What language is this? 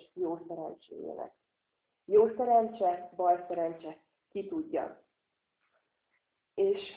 Hungarian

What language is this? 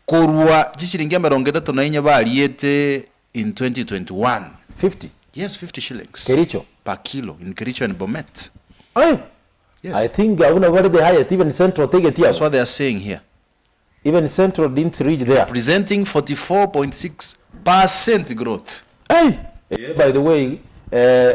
Gusii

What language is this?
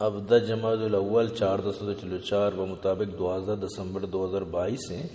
Baluchi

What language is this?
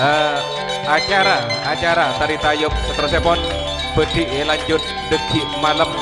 Madurese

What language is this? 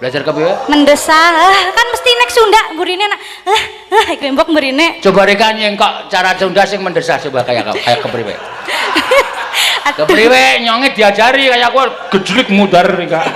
Javanese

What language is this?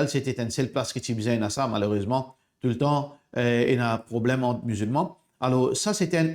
Morisyen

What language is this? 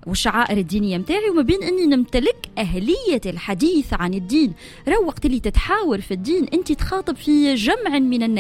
Tunisian Arabic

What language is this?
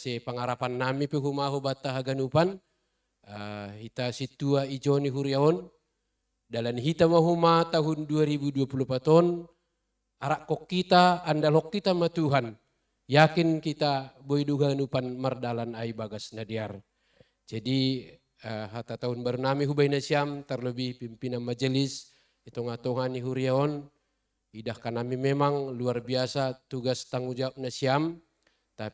Batak Simalungun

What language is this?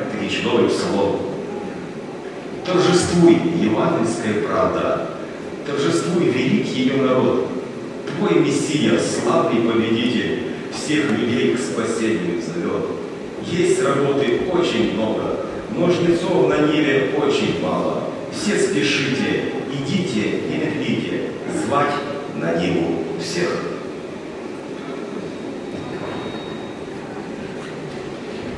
Ukrainian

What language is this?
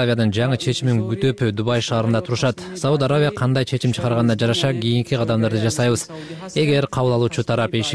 Kyrgyz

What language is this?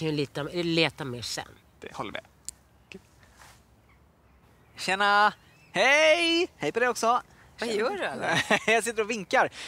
Swedish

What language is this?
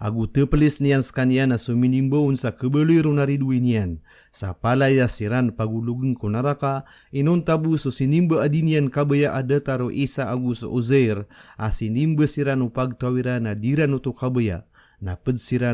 Maranao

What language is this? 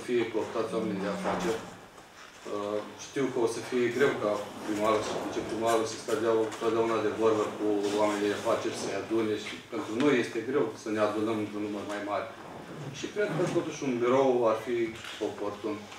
Romanian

